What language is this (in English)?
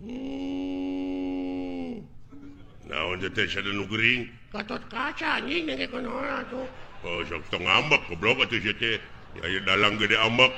Sundanese